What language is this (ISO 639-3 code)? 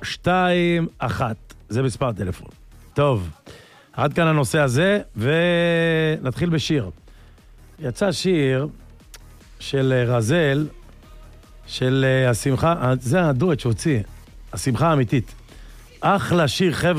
heb